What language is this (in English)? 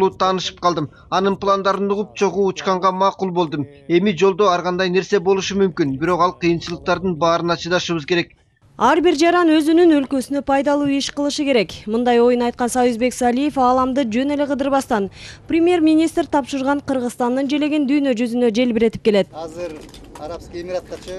Kyrgyz